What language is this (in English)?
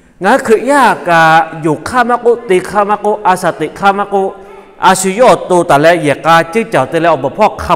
Lahu